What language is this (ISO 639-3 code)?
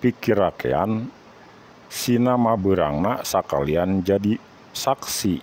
sun